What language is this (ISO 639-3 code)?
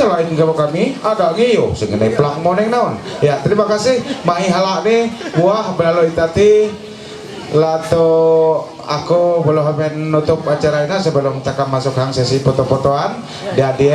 mhy